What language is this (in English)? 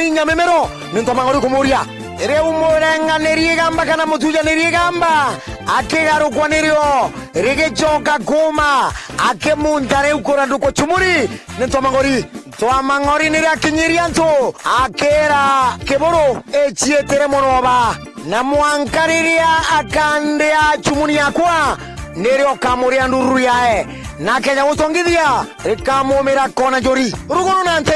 Meru